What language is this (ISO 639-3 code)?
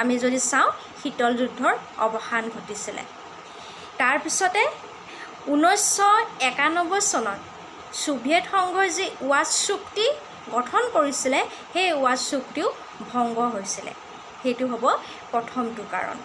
asm